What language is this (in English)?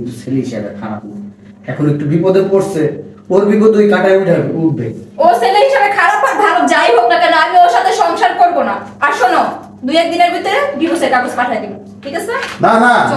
Bangla